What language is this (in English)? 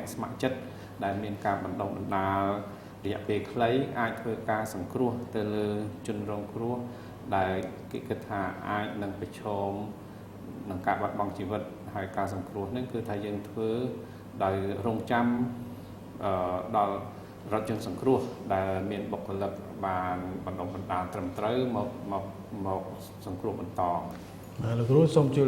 Khmer